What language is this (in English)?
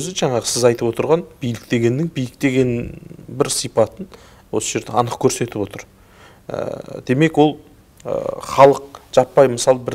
Kazakh